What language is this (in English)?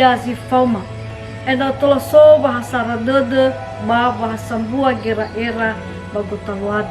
Nias